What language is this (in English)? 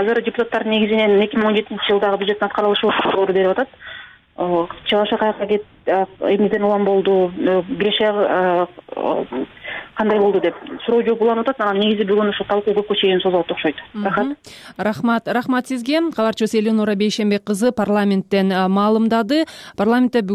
Kyrgyz